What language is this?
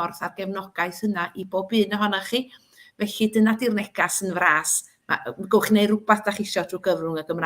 Welsh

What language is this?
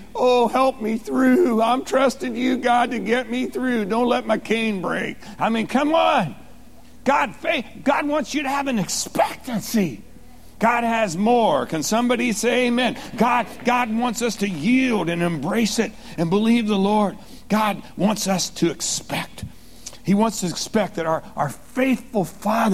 English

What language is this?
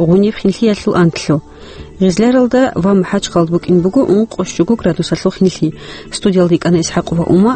Avaric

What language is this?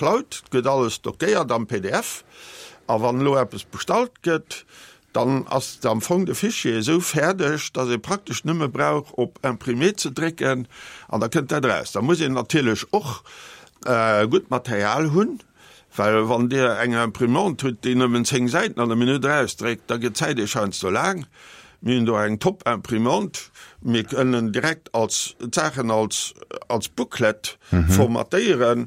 Luxembourgish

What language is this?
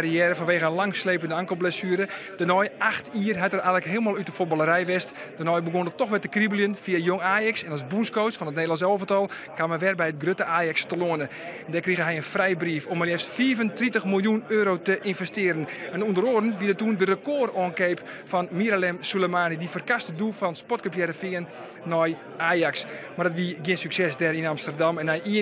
Western Frisian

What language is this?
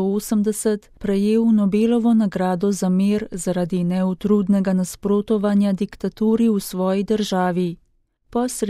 Slovenian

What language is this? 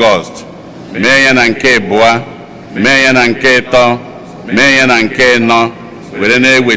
Igbo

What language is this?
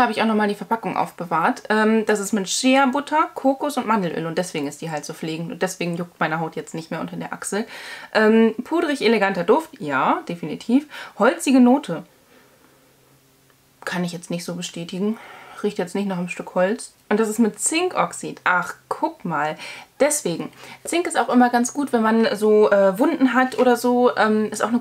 German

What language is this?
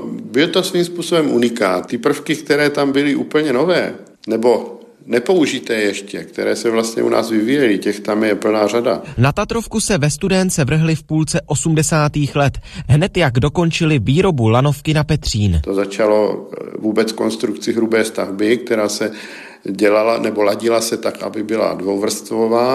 Czech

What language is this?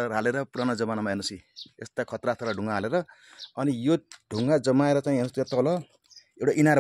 Nepali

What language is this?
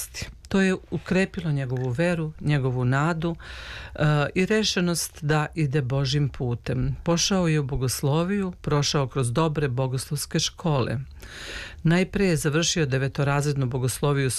Serbian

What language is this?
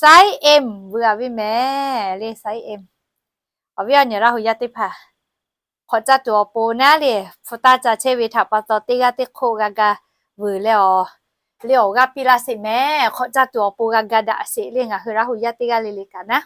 Lahu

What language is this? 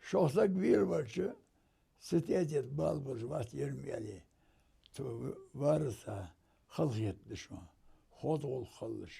Ingush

